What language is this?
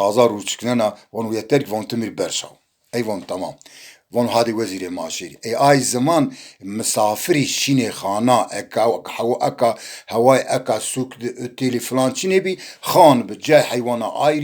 Zaza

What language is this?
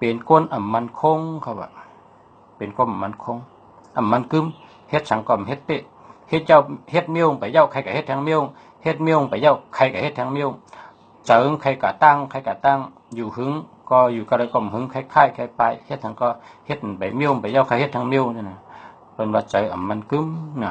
Shan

